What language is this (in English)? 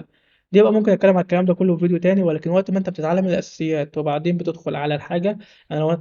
Egyptian Arabic